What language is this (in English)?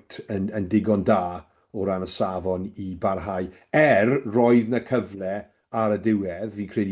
Welsh